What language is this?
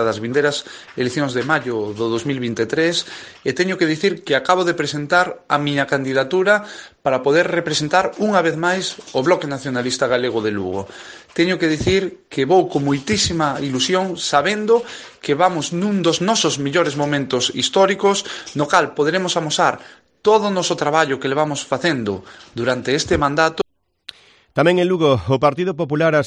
Galician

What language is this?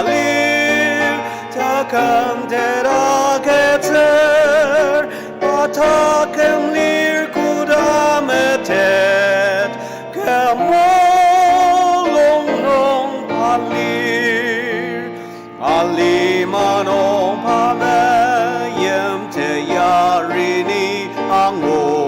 Ao Naga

